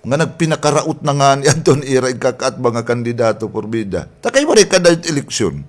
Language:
Waray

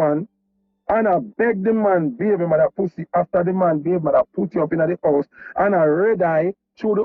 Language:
Jamaican Creole English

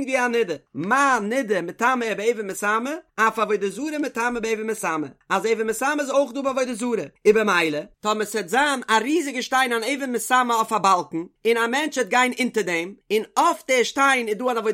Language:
Yiddish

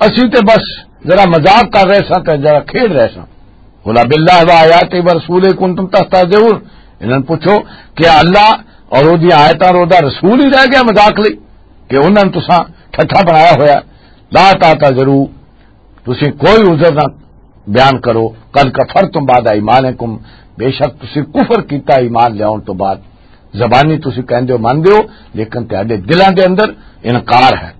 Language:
Western Panjabi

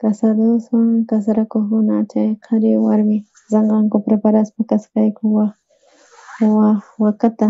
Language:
South Bolivian Quechua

